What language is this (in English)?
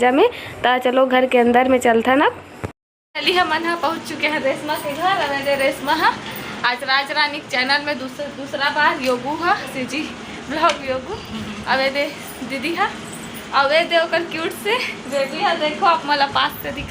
Chhattisgarhi